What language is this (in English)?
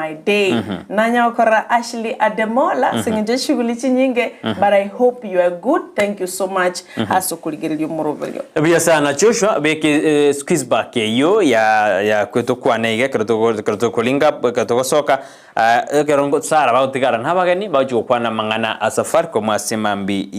Gusii